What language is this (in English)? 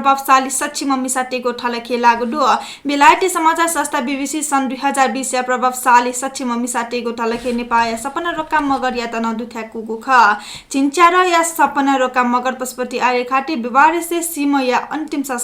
Newari